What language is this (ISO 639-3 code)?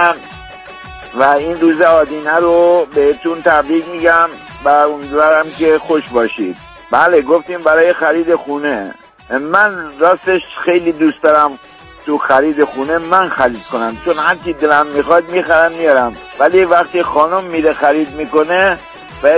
fas